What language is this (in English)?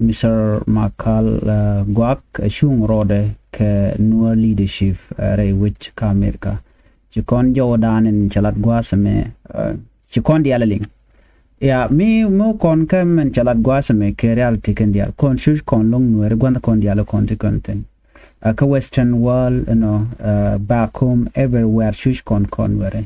Nuer